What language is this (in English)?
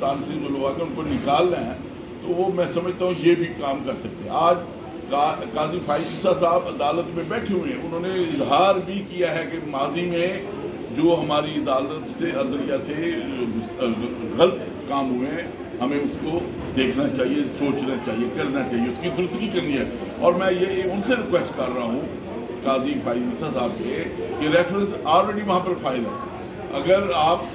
Urdu